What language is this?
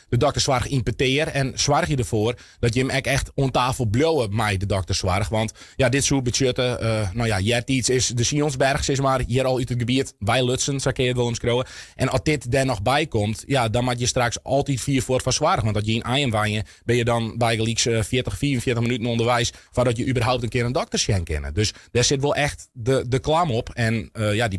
Western Frisian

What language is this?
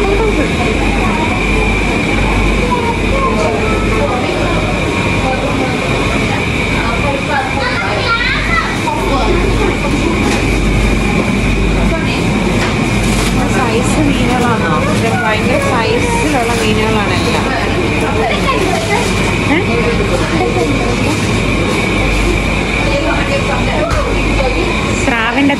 Malayalam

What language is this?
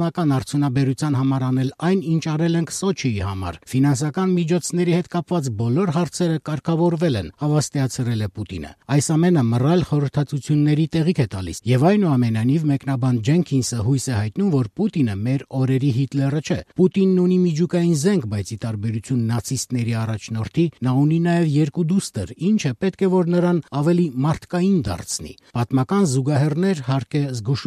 Armenian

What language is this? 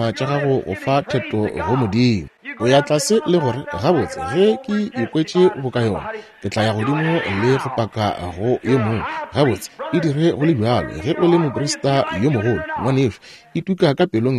Northern Sotho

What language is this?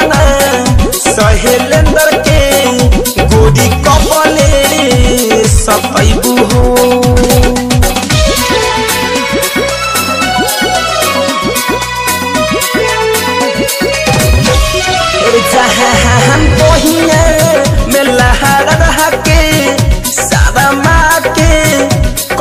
Bhojpuri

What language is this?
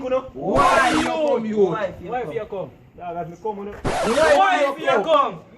Jamaican Creole English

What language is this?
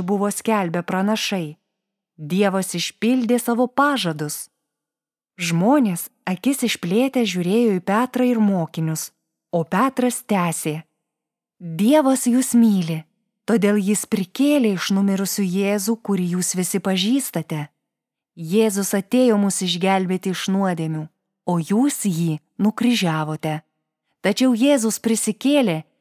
Lithuanian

